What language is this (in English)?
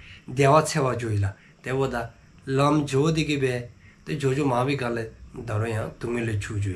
Dzongkha